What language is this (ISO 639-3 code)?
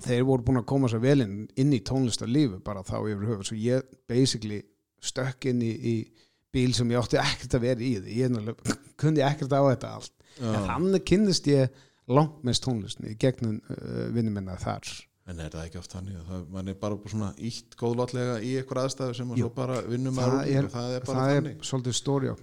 isl